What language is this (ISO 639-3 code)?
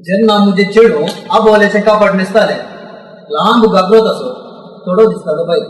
kok